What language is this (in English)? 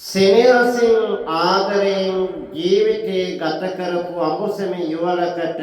Sinhala